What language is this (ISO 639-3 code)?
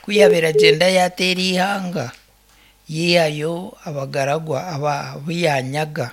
nyn